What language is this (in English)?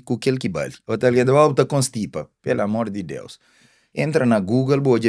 Kabuverdianu